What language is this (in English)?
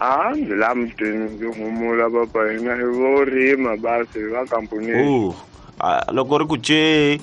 Tsonga